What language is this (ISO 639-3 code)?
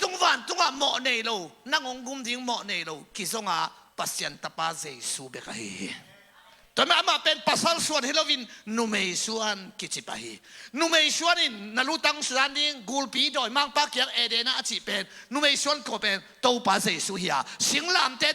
ctd